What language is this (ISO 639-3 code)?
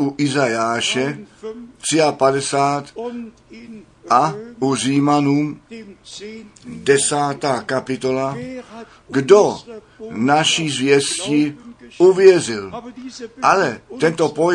ces